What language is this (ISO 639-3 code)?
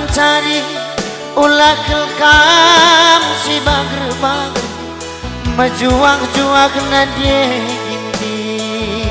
btx